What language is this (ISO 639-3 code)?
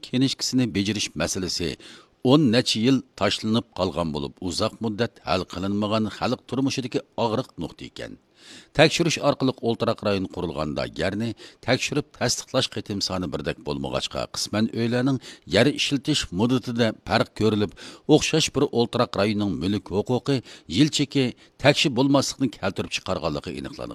uig